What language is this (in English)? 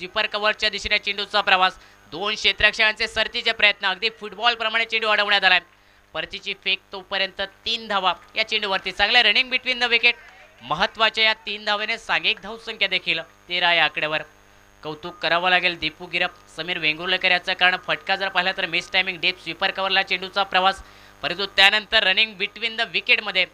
Marathi